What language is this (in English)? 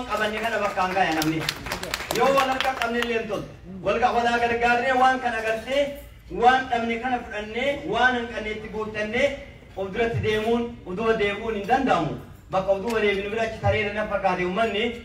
Oromo